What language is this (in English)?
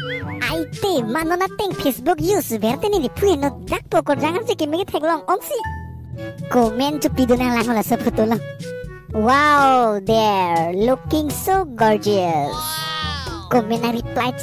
Karbi